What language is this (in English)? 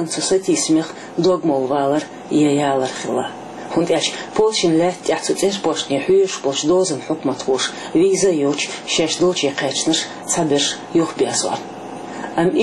Chechen